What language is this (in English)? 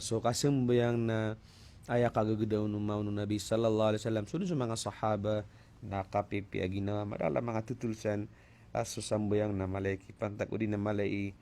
Maranao